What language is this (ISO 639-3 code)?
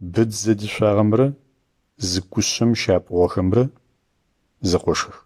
ady